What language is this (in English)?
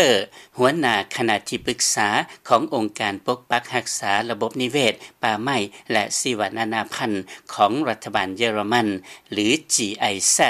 Lao